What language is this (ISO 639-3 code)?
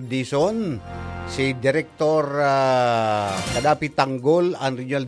bik